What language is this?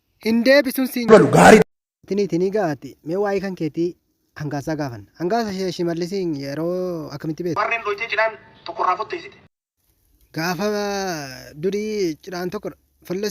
Oromo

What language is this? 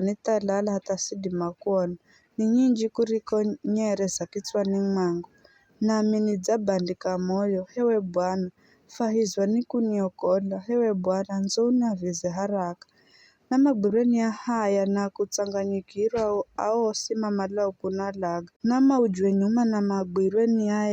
Giryama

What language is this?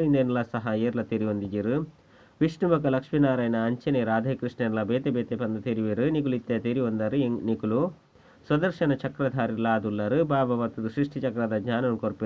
Tulu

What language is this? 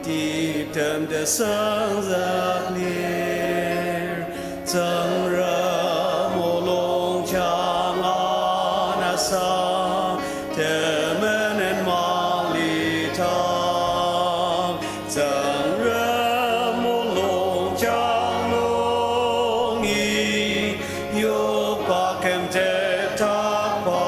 Ao Naga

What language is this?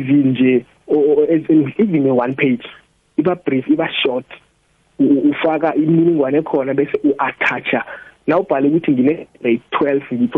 South Ndebele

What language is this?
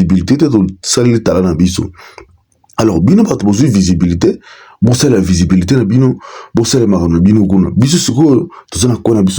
Lingala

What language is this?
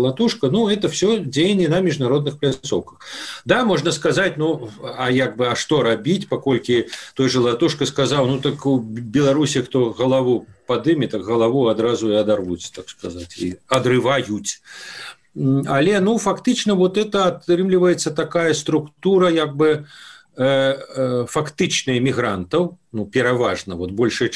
Belarusian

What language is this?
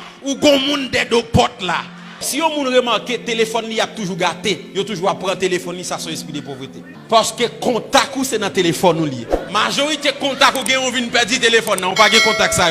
Haitian Creole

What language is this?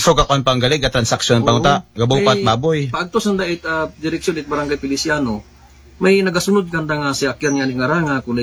Aklanon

